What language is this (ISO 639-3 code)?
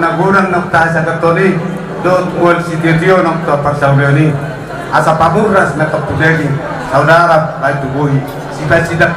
bbc